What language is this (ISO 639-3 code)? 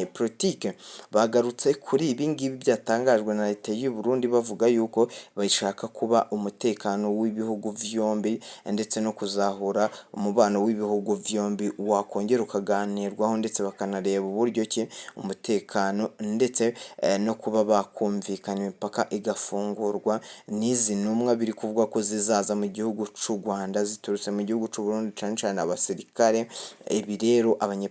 run